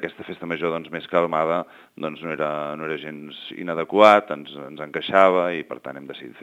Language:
Catalan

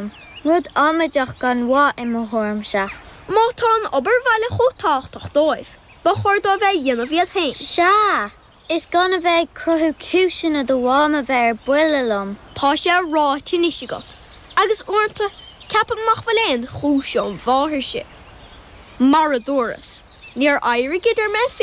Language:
Irish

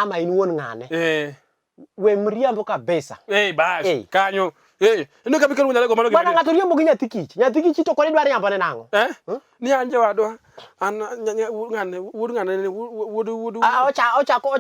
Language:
Luo (Kenya and Tanzania)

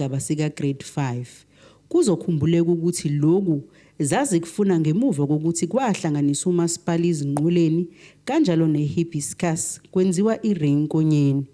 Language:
Zulu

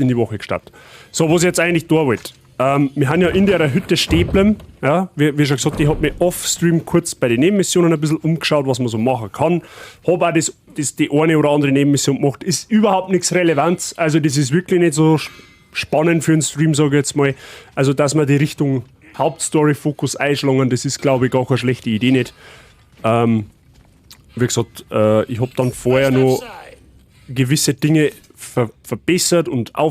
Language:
Bavarian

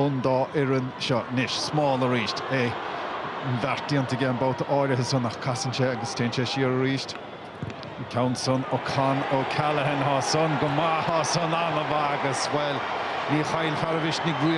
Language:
Irish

